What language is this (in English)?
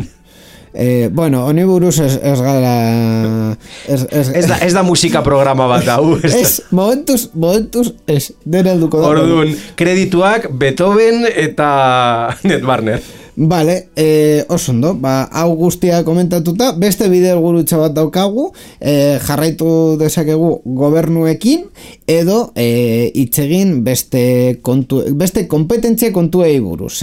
Basque